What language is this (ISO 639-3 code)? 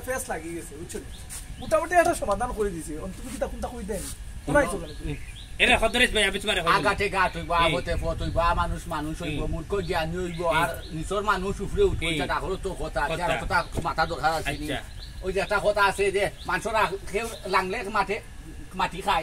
syl